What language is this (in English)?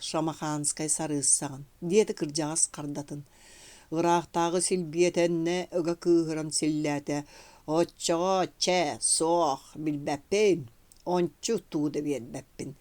Yakut